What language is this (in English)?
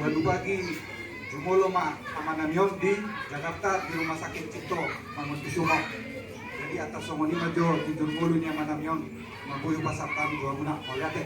Batak Toba